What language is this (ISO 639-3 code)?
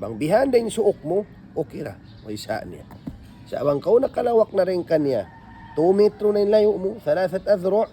tsg